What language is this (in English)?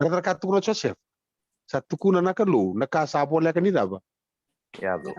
Fijian